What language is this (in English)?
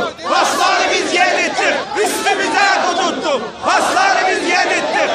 South Azerbaijani